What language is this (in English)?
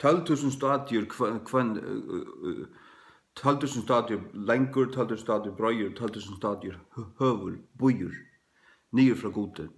Faroese